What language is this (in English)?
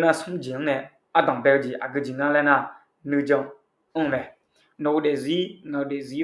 Akha